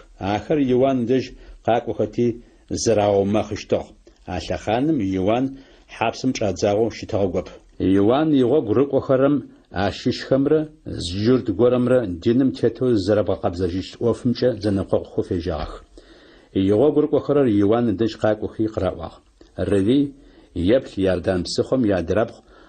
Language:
Adyghe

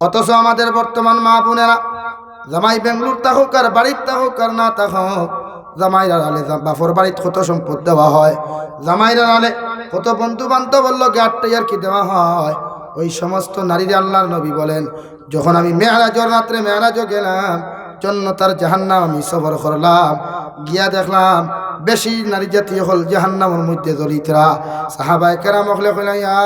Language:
Sylheti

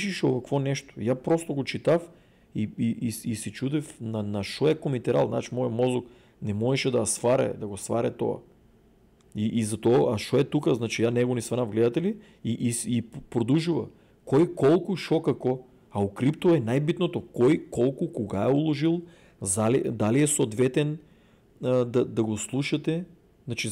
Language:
Macedonian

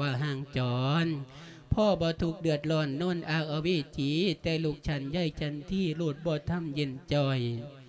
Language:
Lao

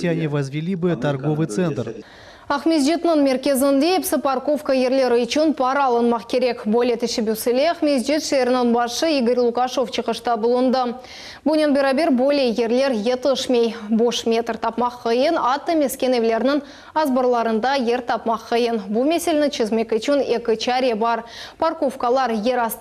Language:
Crimean Tatar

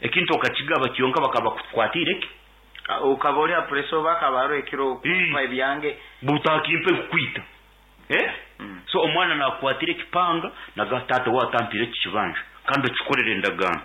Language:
Nyoro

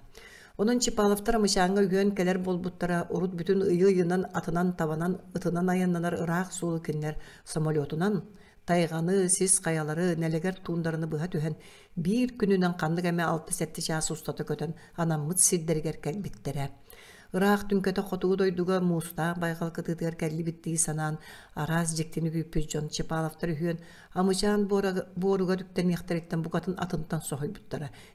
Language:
Yakut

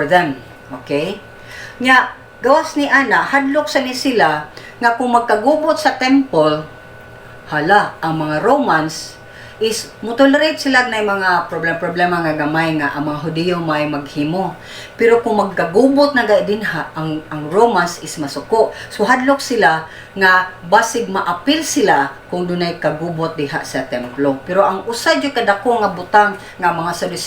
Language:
Cebuano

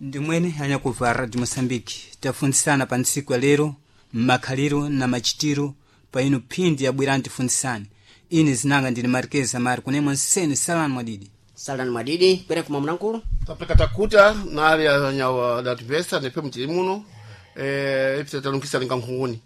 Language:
Sena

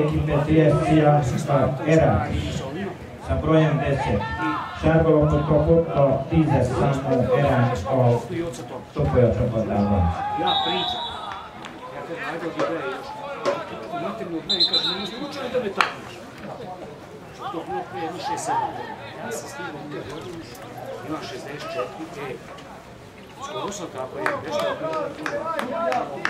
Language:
Croatian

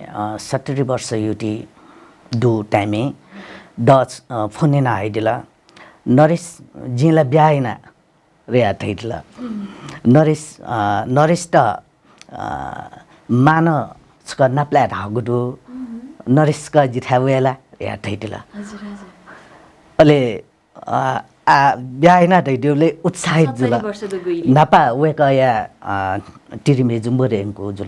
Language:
Newari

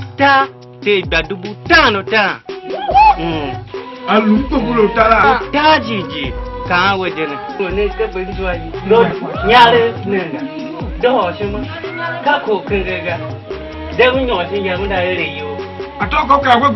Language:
Tiv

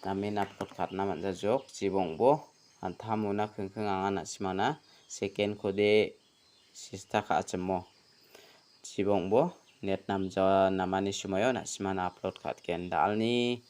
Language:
Garo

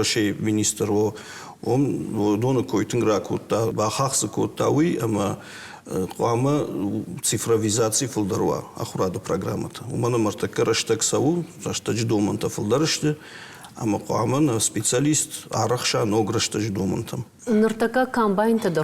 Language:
Ossetic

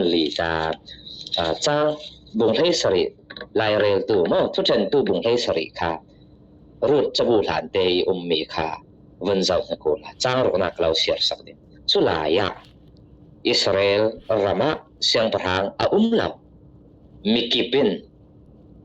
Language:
Falam Chin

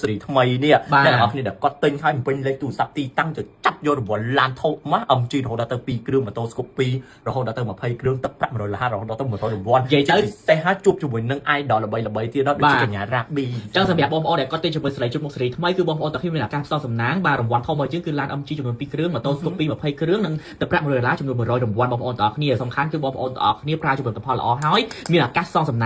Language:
Khmer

